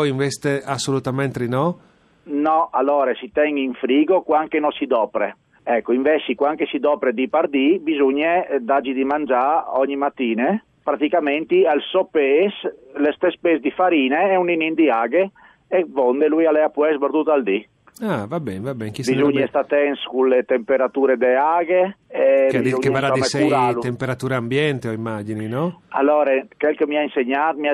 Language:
Friulian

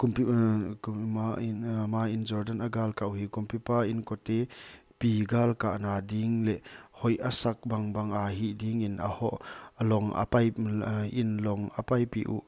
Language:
Paite Chin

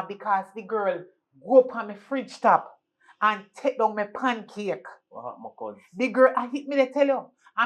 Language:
Jamaican Creole English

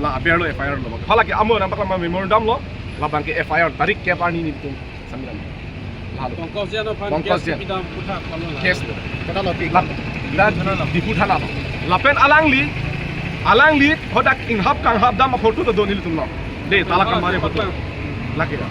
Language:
Karbi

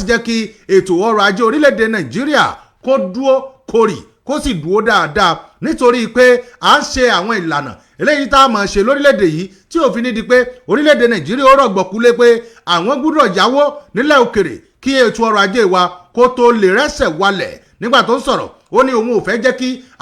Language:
Yoruba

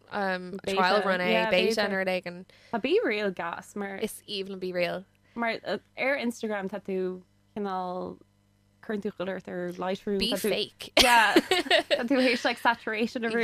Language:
Irish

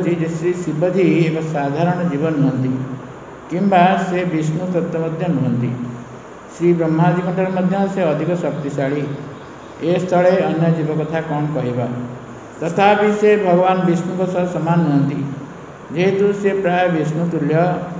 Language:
Odia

